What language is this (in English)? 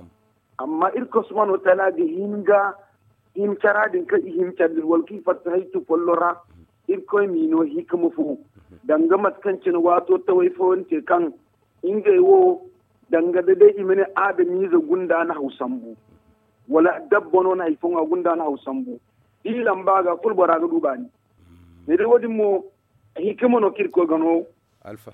Zarma